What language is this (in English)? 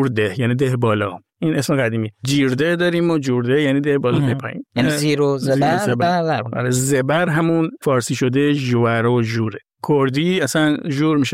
Persian